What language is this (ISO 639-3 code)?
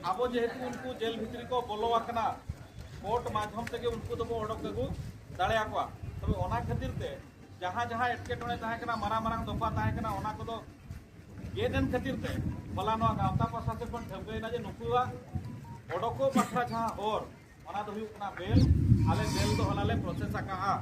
sat